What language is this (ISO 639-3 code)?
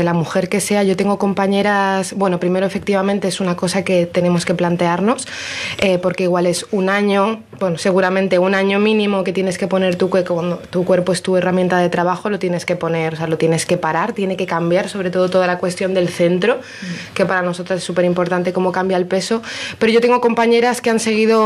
spa